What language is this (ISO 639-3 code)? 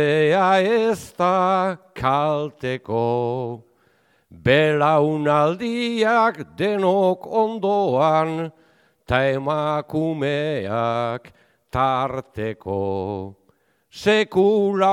eus